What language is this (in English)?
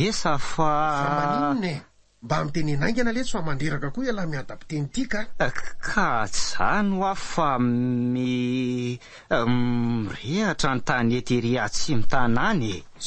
Malagasy